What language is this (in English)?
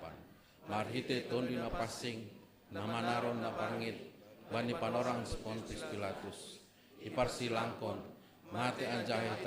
Batak Simalungun